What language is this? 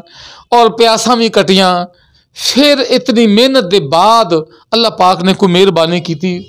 Saraiki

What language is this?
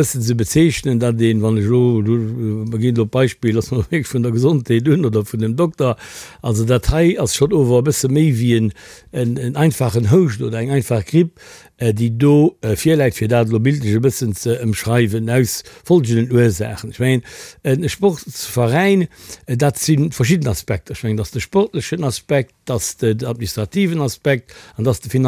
Luxembourgish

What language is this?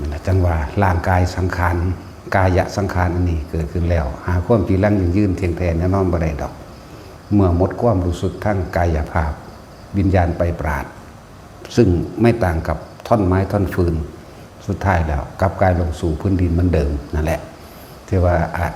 Lao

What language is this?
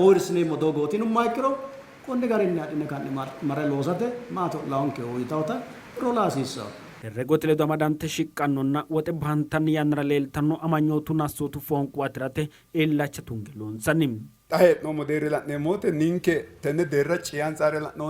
Sidamo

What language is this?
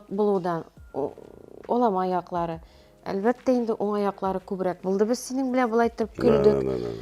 Tatar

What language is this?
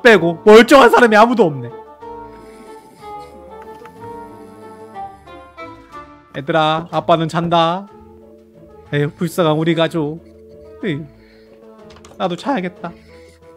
Korean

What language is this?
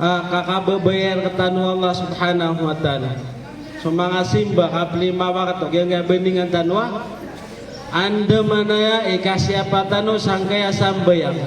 Maranao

